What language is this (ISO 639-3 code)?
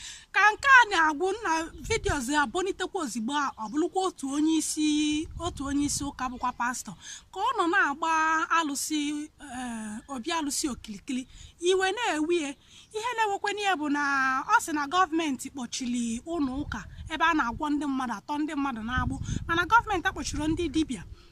ibo